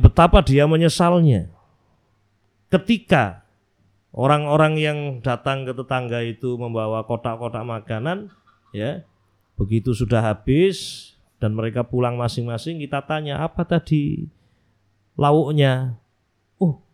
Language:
Indonesian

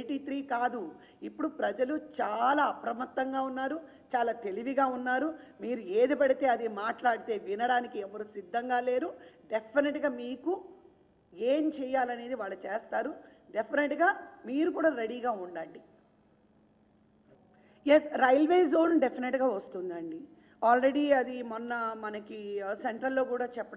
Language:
Telugu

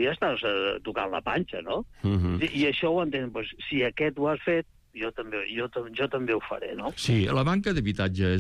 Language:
Catalan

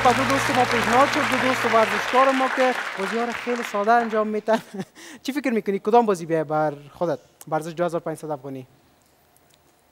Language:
Persian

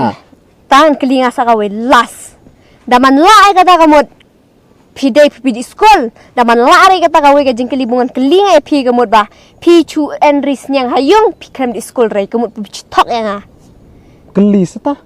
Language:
Khasi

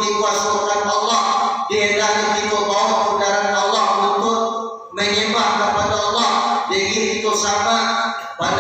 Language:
Minangkabau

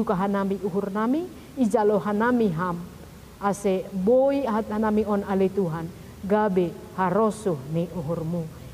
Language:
Batak Simalungun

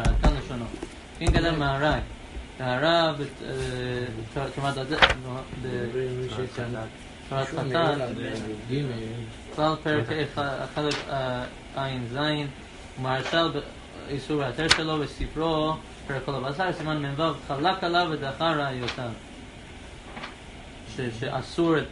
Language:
Hebrew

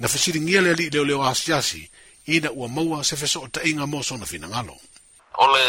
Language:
Samoan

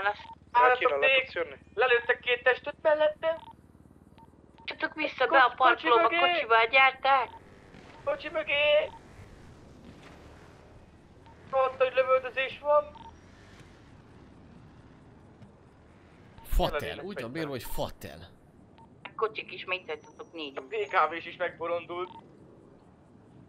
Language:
Hungarian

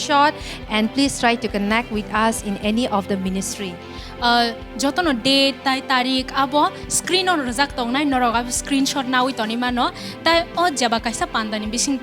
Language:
Kok Borok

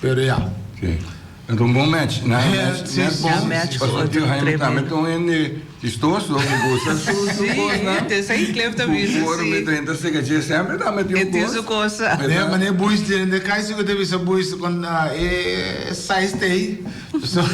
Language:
Papiamento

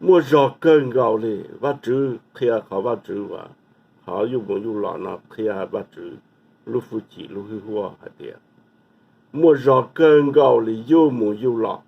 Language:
Hmong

